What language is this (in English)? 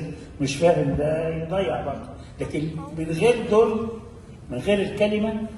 Egyptian Arabic